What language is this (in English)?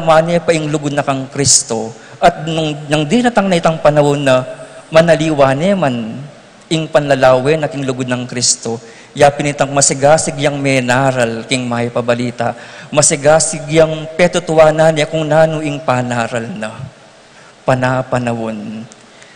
Pampanga